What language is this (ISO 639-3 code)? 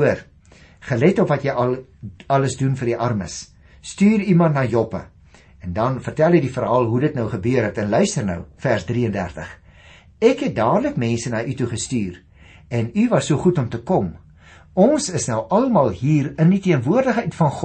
afr